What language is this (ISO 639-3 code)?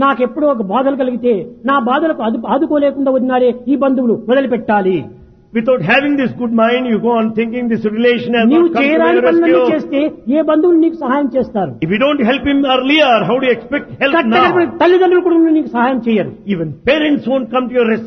tel